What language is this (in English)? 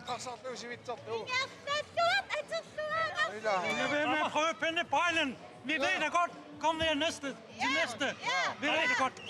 Kalaallisut